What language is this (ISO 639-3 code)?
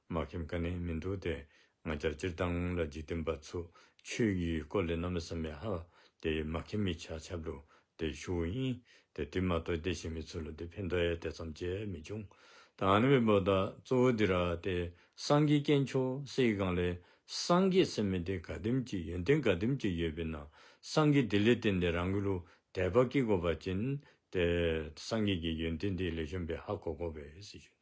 dzo